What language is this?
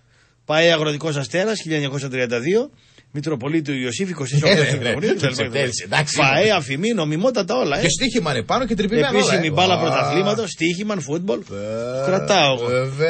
Greek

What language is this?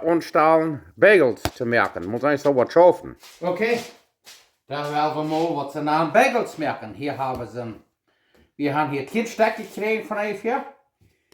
Plautdietsch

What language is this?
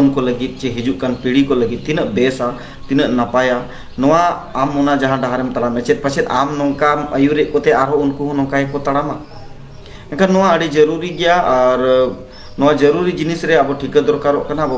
Santali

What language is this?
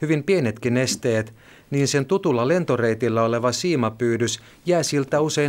Finnish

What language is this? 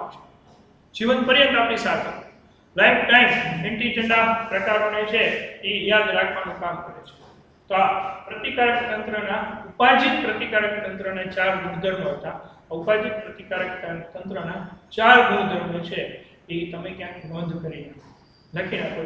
Gujarati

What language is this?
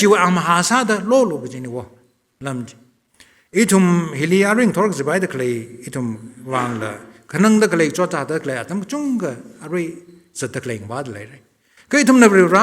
Tangkhul Naga (India)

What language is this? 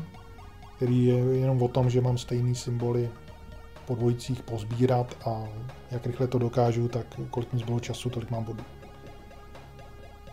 Czech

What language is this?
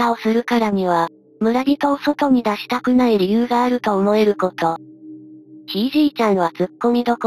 Japanese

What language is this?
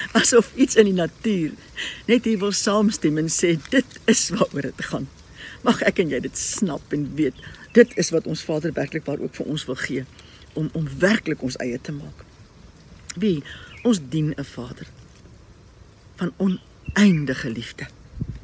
Afrikaans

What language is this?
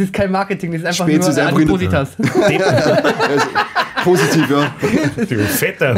Bavarian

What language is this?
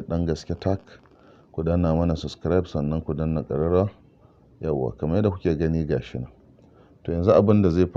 Hausa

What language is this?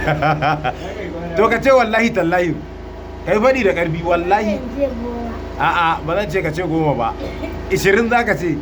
Hausa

